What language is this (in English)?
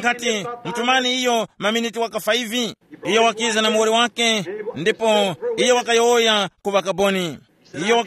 Tumbuka